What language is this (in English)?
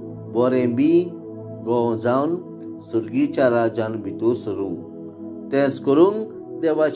Konkani